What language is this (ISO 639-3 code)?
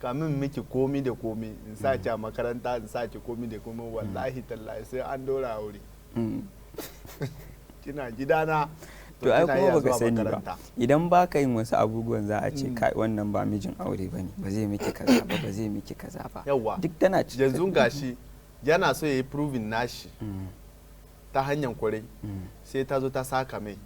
hau